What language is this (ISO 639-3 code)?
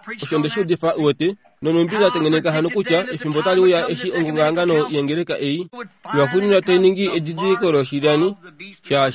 kua